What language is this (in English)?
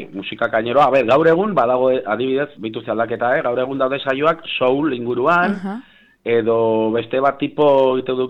Basque